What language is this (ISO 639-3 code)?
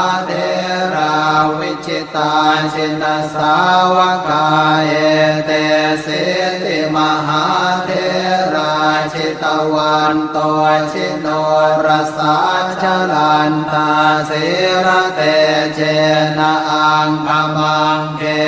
pli